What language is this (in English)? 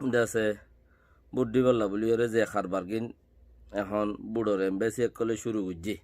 Rohingya